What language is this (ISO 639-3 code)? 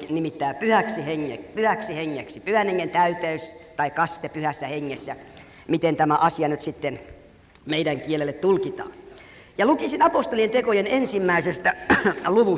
fin